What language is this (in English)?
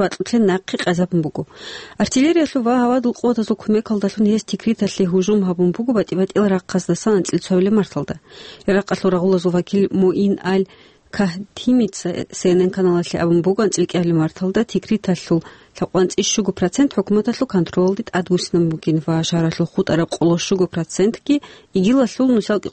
Avaric